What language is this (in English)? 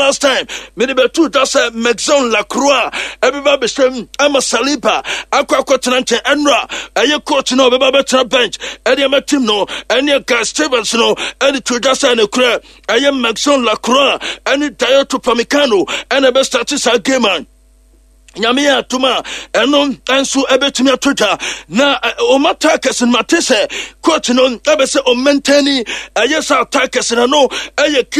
Akan